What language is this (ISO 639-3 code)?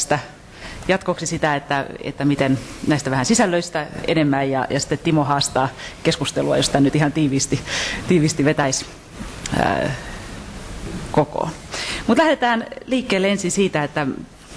fin